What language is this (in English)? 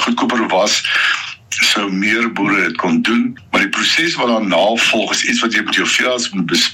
Afrikaans